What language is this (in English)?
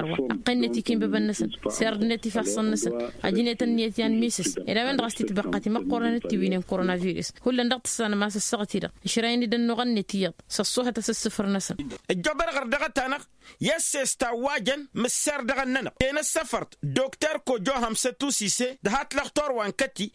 Tamasheq